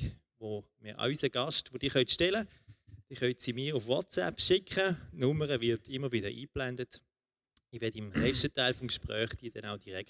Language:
Swiss German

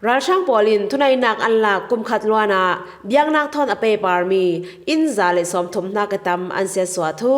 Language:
Falam Chin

